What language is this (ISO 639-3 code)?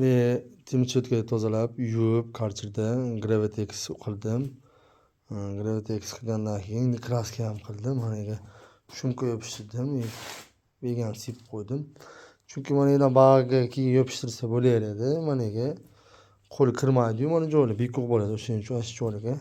uzb